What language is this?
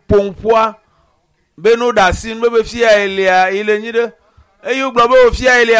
Ewe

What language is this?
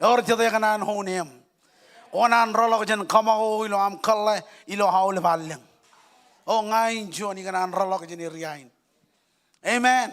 Marshallese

